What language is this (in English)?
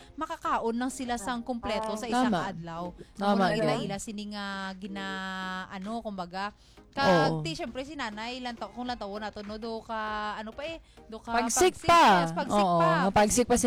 Hiligaynon